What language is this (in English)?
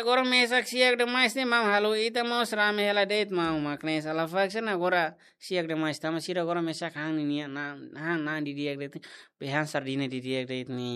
Tetum